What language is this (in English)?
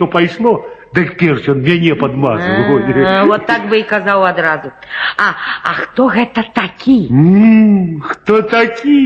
Belarusian